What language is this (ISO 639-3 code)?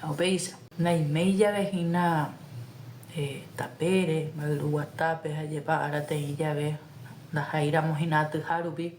grn